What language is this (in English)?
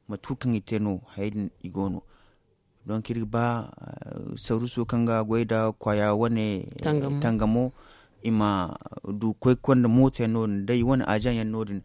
Zarma